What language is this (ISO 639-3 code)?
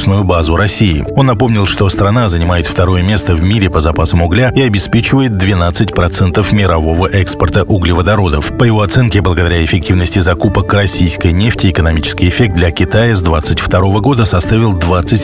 rus